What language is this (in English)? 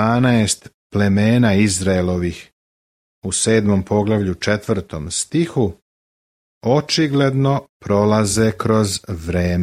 Serbian